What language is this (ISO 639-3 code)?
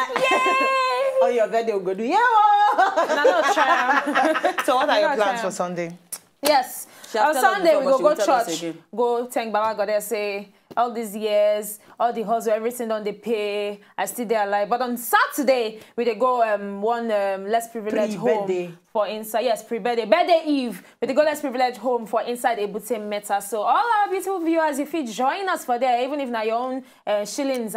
pcm